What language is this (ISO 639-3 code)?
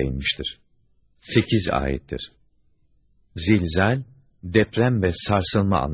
tur